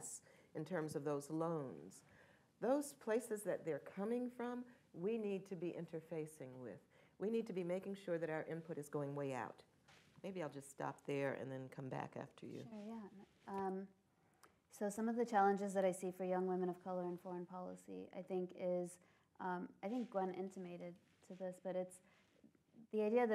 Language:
English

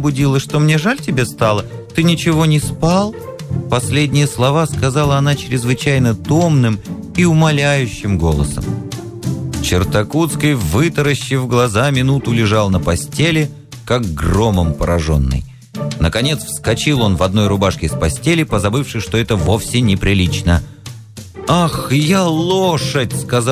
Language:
Russian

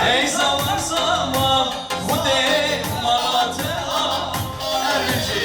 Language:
Kurdish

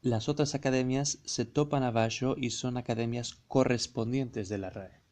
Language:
Ladino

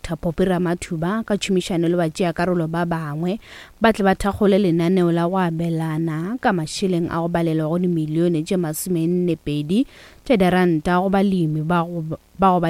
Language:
Northern Sotho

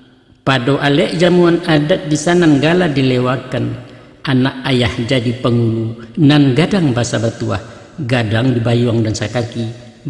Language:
Minangkabau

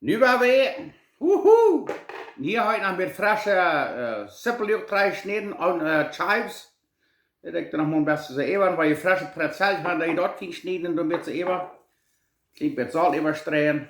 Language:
Plautdietsch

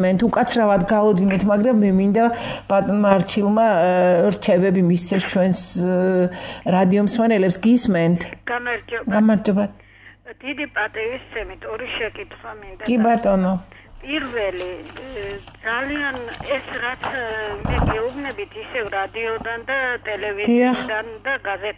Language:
Georgian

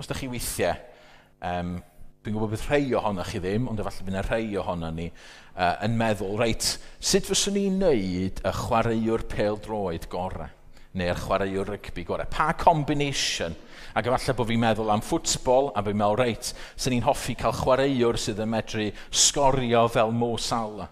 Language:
Welsh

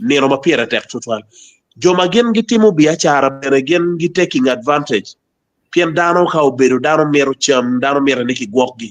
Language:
Acoli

